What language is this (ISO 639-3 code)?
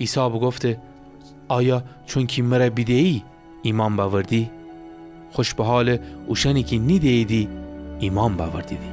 glk